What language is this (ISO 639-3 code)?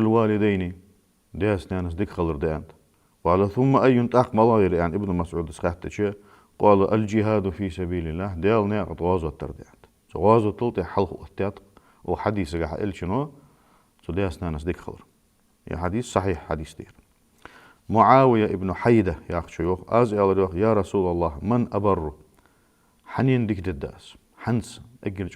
inh